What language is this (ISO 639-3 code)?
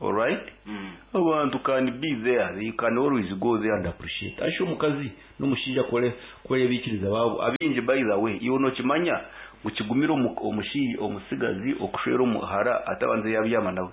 nyn